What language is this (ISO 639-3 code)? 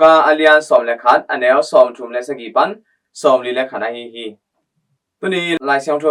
ctd